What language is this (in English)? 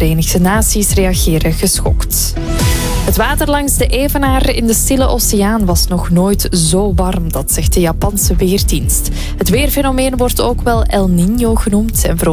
Dutch